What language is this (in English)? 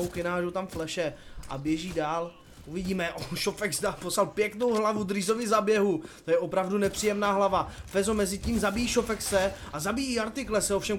Czech